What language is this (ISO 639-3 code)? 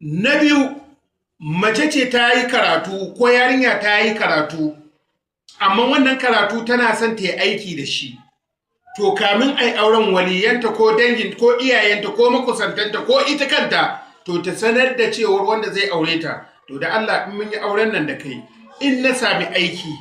hau